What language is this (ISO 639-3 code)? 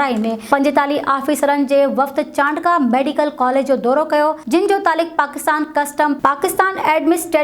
snd